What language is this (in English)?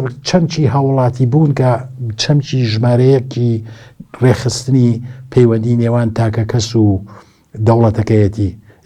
Central Kurdish